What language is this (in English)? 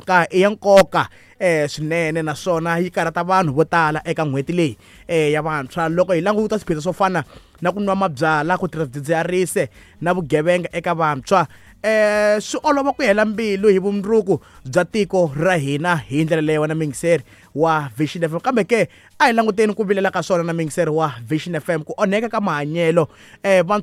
Tsonga